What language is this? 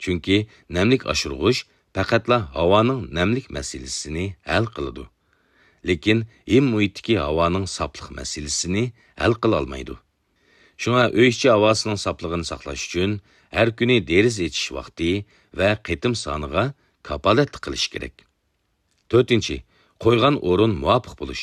Uyghur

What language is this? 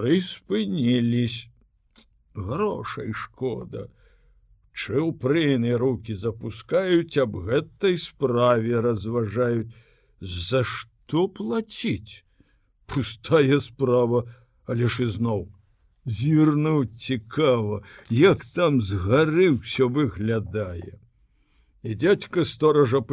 Belarusian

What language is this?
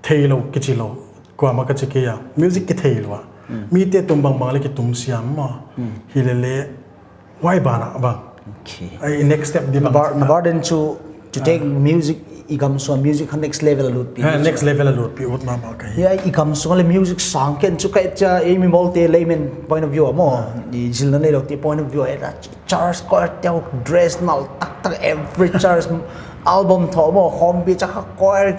Paite Chin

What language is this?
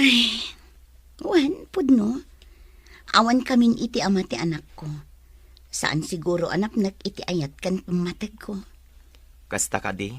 Iloko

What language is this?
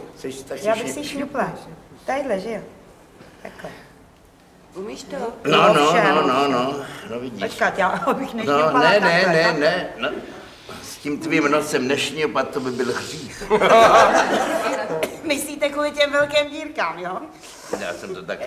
Czech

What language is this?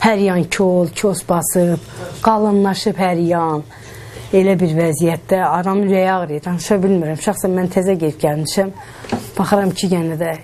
Azerbaijani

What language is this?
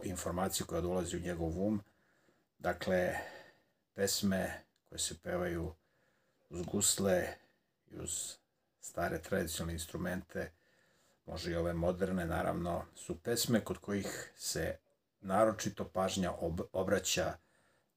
Serbian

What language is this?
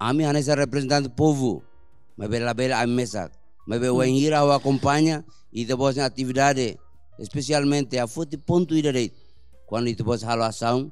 Tetum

